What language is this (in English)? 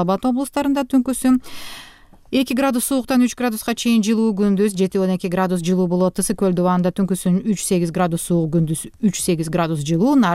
Kyrgyz